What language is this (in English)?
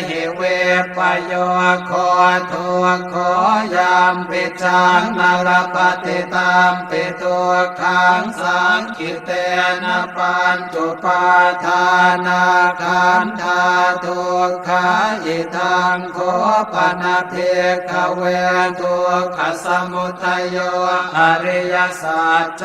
Pali